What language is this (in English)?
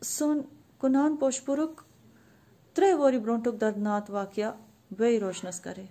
Kashmiri